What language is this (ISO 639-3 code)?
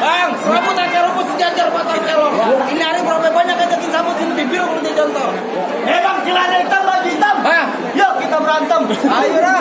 bew